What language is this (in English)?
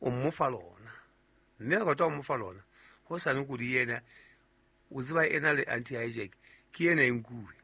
Southern Sotho